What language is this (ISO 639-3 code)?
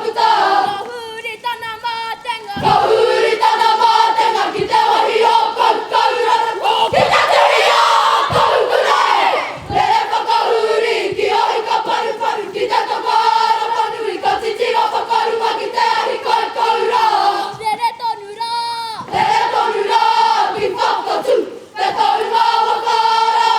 mri